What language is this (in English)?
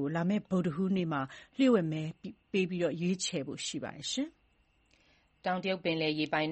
Burmese